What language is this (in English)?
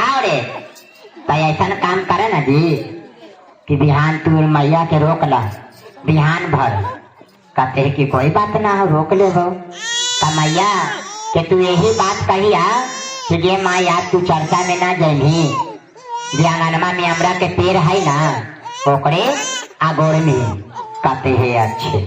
Magahi